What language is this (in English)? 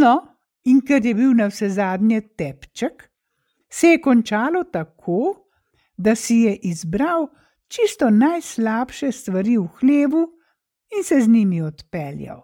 Slovenian